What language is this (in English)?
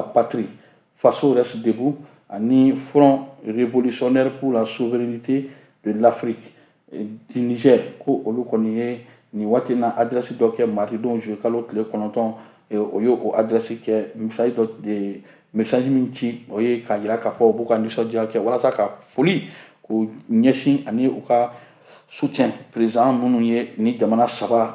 Bambara